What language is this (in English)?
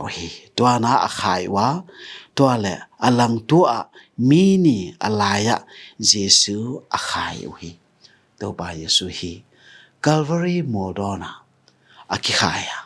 Tedim Chin